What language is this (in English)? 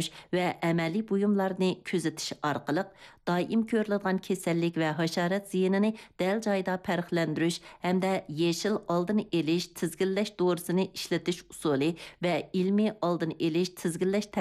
Uyghur